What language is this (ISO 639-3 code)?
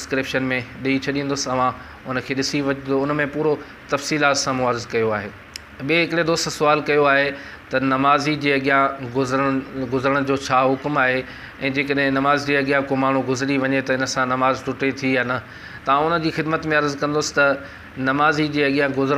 snd